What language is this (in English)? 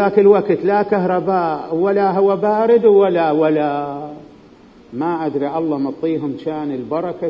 Mesopotamian Arabic